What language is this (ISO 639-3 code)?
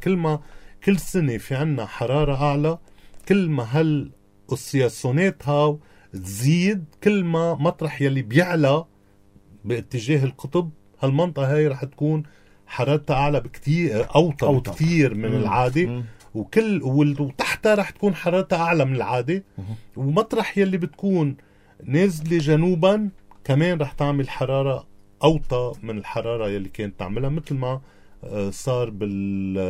apc